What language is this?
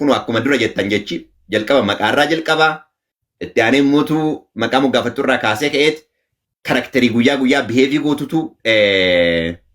Oromo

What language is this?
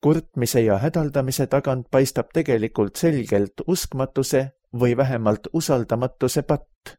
Estonian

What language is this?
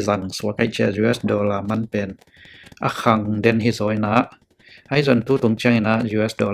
Tedim Chin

